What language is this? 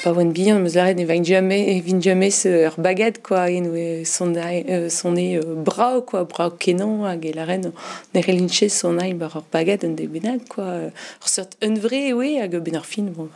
Breton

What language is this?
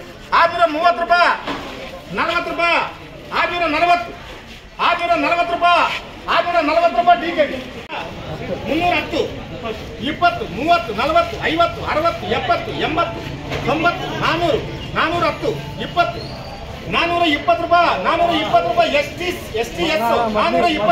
Kannada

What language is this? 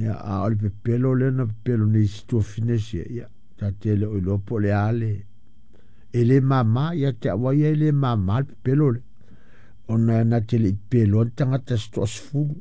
Samoan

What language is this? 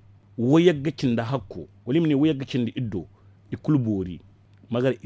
Zarma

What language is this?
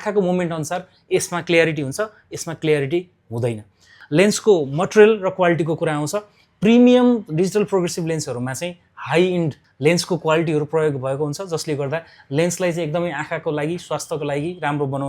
Nepali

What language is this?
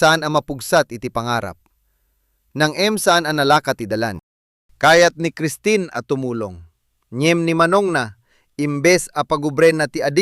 Iloko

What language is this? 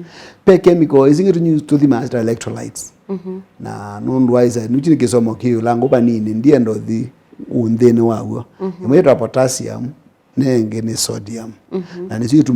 Kamba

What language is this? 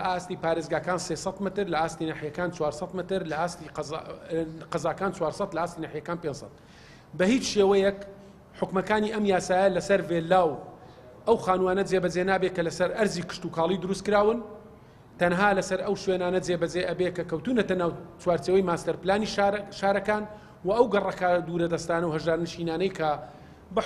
Central Kurdish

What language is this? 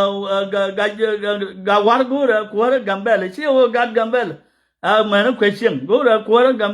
Nuer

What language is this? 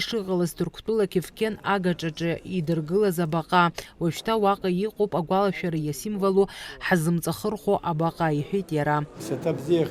Abkhazian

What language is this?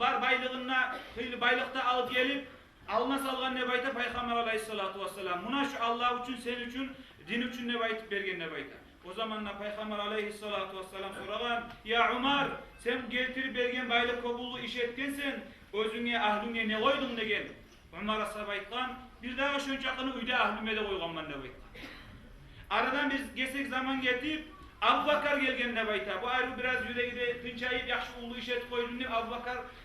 Kumyk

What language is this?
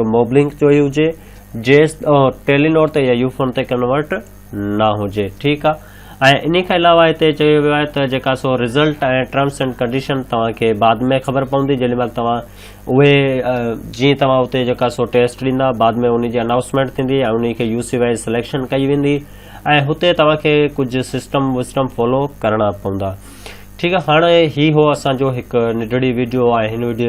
Sindhi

